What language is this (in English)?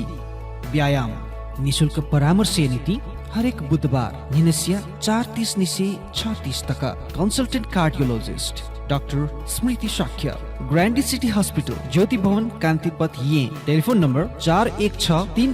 Newari